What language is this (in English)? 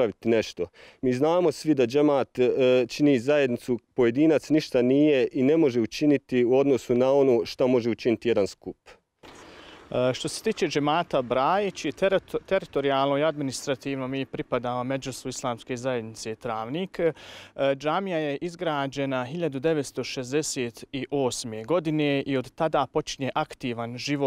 Bosnian